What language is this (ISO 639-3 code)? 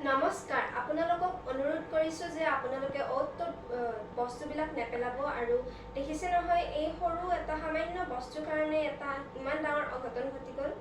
asm